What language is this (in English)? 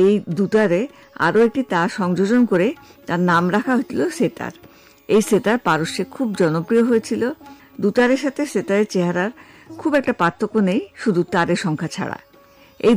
Bangla